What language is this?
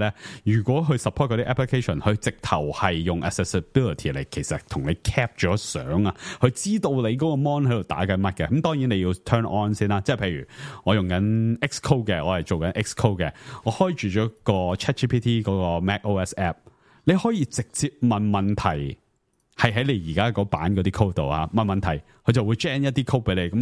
Cantonese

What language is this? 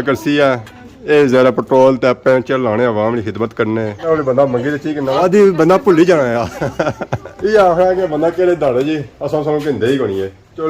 Pahari-Potwari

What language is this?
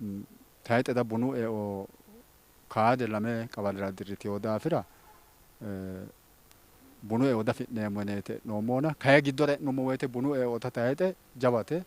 Sidamo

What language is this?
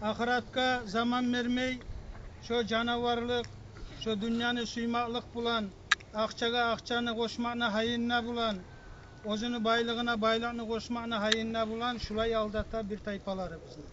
Kumyk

